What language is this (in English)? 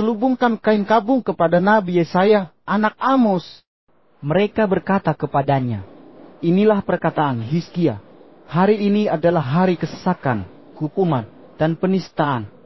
Indonesian